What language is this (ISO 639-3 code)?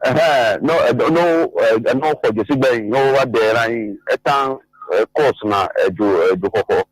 ewe